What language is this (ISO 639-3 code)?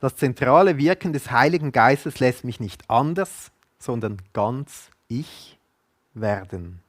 gsw